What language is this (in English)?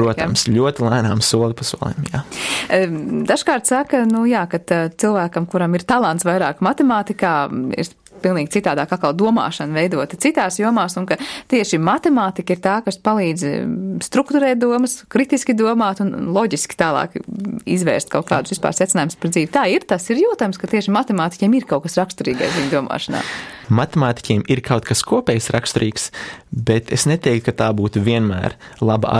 Latvian